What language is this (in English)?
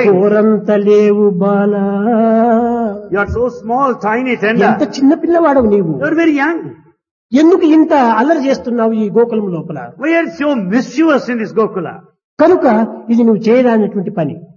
Telugu